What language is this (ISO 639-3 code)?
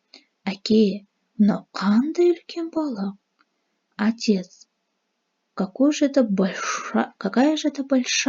kaz